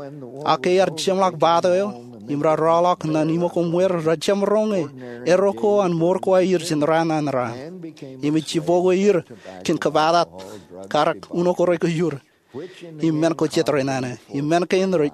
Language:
Marshallese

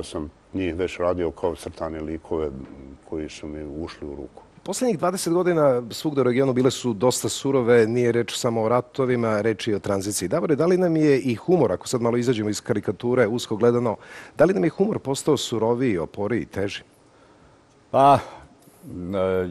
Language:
Serbian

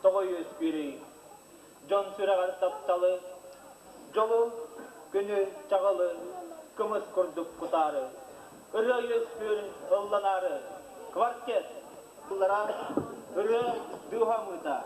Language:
Yakut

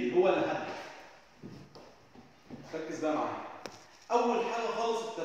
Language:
Egyptian Arabic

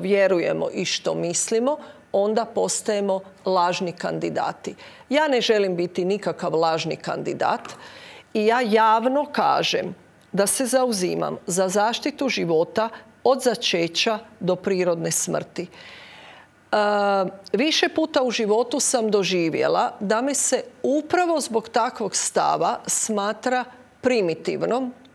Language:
Croatian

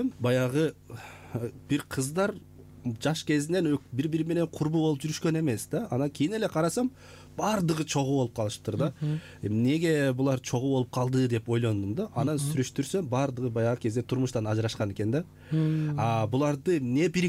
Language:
Kyrgyz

